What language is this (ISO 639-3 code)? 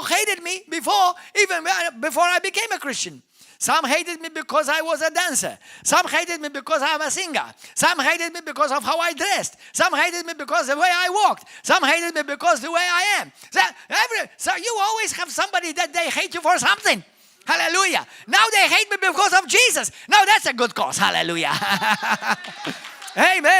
eng